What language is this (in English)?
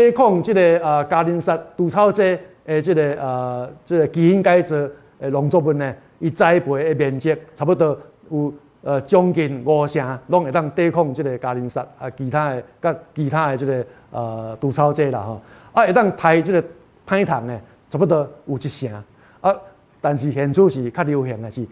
Min Nan Chinese